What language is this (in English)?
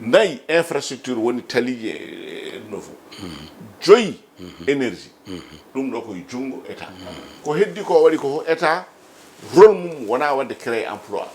Fula